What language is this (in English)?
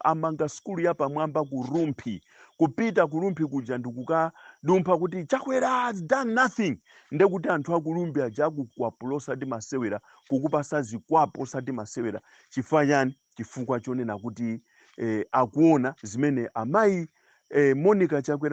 Nyanja